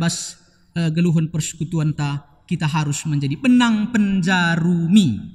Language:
Batak Karo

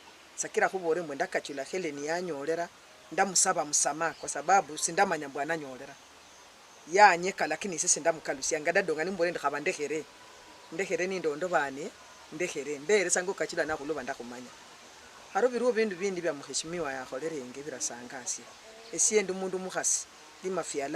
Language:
Luyia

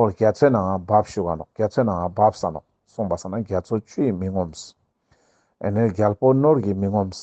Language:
Ladakhi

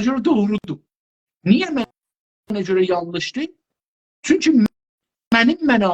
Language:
South Azerbaijani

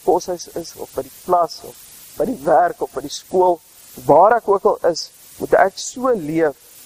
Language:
Afrikaans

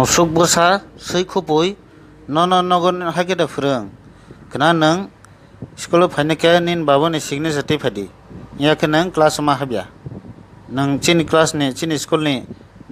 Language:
Kok Borok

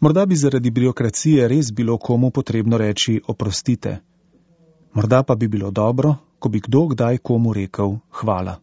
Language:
Slovenian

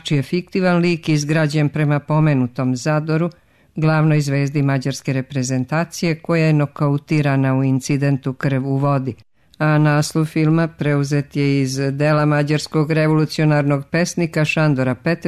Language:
Serbian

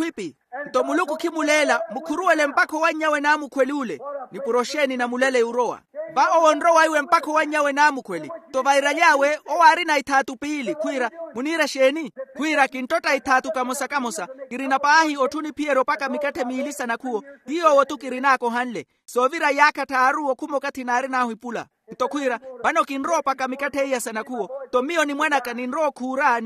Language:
Makhuwa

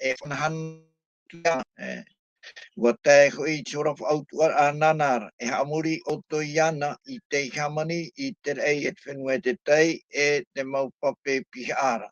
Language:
Tahitian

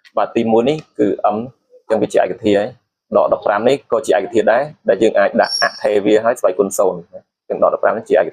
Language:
Khmer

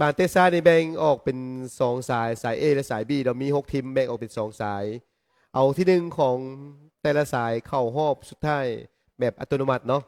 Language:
Lao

